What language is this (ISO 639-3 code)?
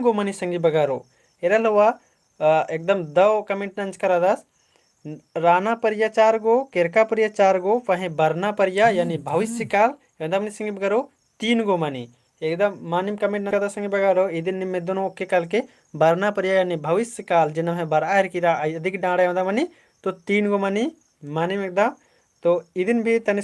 kru